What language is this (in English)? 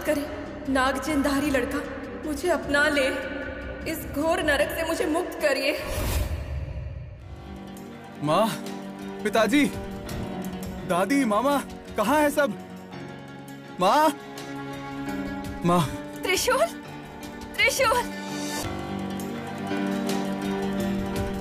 Hindi